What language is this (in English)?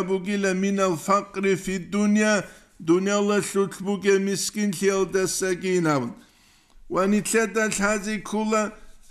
Avaric